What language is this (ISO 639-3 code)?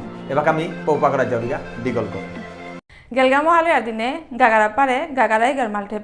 bpy